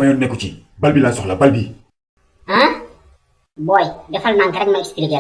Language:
Wolof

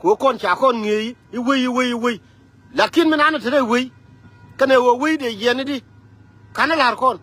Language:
Nuer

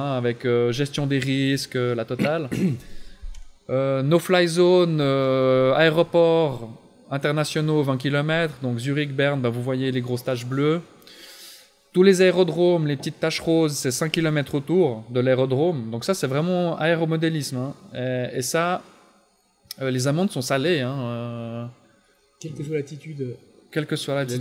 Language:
French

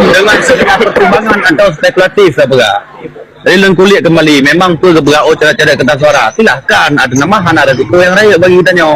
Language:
Achinese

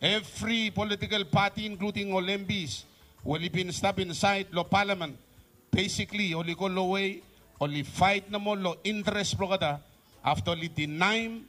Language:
Bislama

